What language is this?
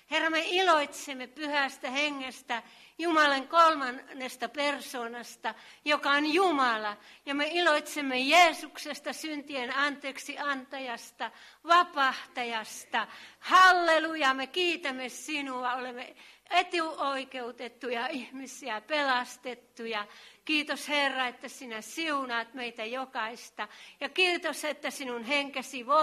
Finnish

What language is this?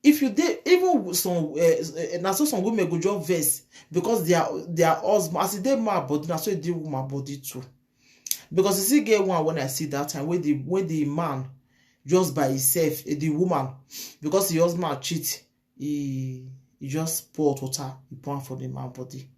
Nigerian Pidgin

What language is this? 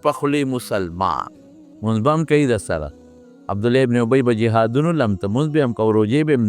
Pashto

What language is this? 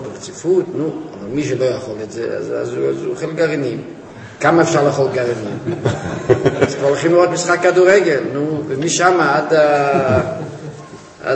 Hebrew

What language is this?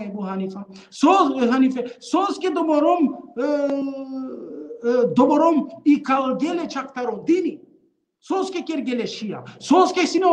Balkan Romani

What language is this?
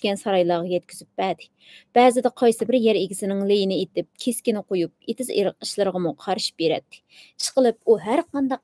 Uyghur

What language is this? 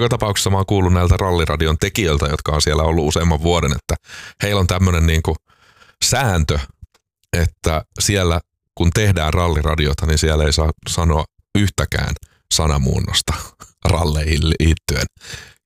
Finnish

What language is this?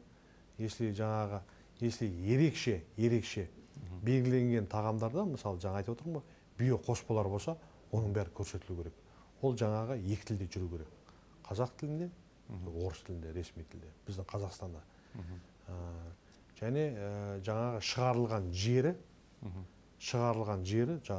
Kazakh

